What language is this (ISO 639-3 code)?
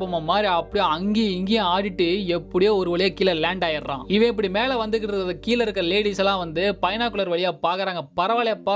tam